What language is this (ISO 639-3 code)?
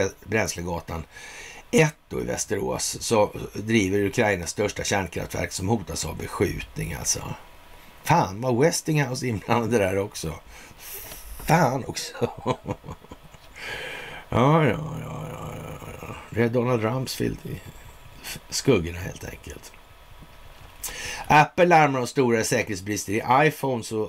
swe